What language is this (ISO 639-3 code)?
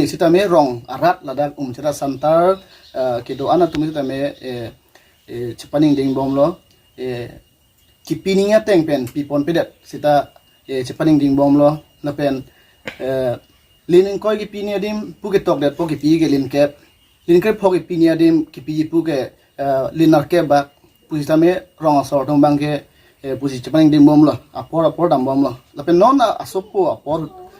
mjw